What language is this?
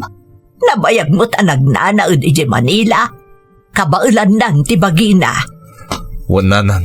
Iloko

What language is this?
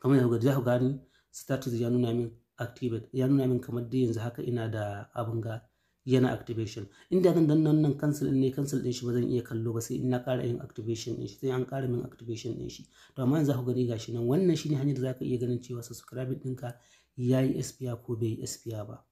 Hausa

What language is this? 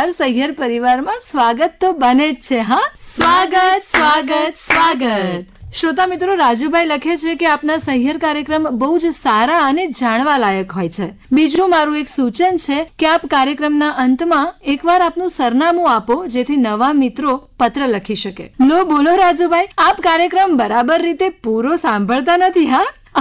Gujarati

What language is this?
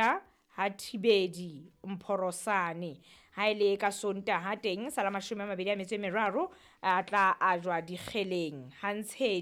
Southern Sotho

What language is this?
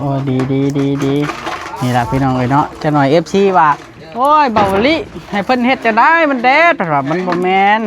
Northeastern Thai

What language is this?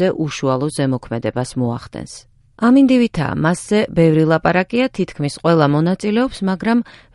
Georgian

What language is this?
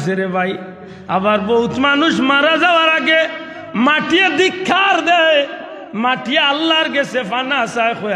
Sylheti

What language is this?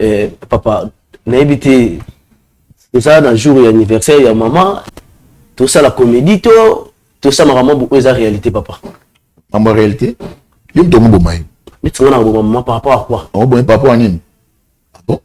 Lingala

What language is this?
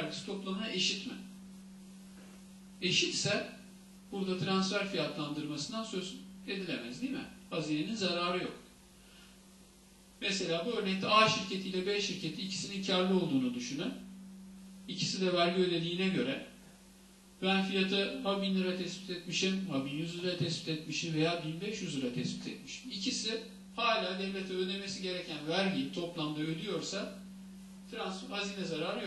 Turkish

